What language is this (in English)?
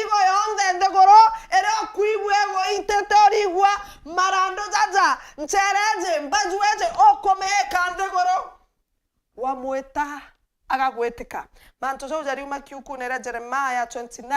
Meru